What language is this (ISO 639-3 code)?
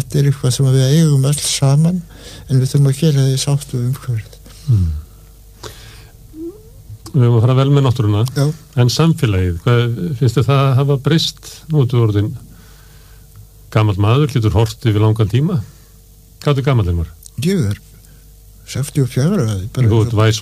isl